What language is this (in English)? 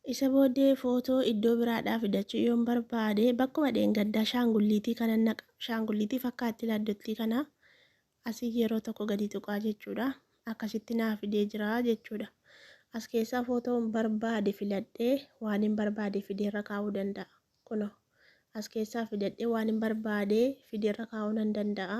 Oromo